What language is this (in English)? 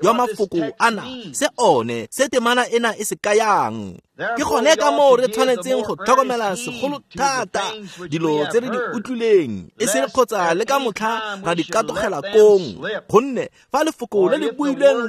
Tswana